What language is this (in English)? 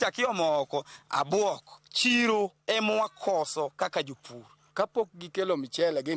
Luo (Kenya and Tanzania)